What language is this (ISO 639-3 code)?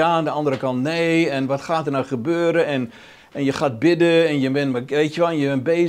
nld